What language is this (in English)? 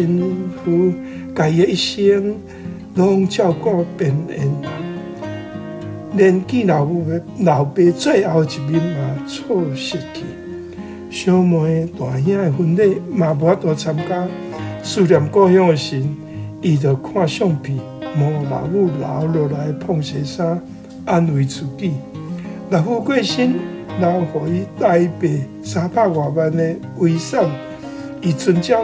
Min Nan Chinese